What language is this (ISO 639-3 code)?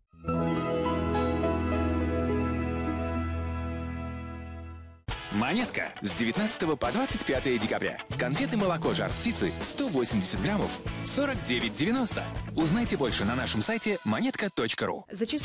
rus